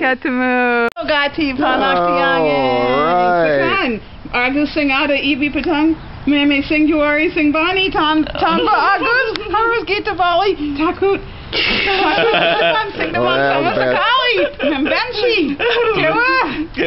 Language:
Balinese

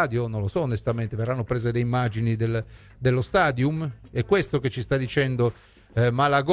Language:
Italian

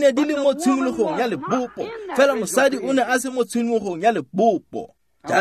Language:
Tswana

